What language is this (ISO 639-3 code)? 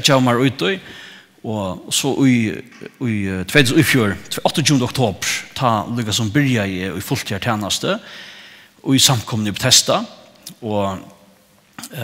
fao